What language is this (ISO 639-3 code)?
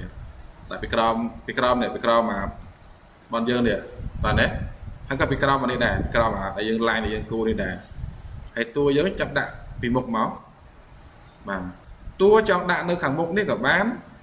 khm